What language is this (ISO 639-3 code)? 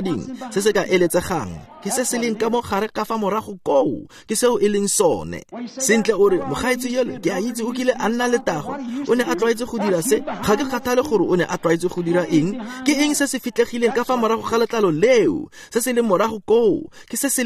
tsn